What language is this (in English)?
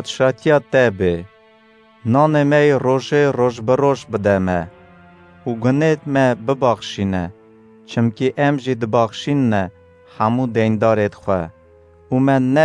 Kurdish